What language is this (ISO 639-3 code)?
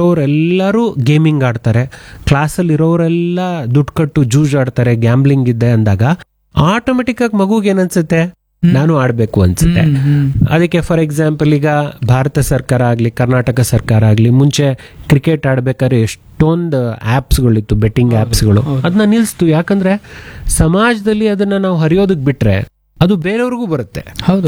kan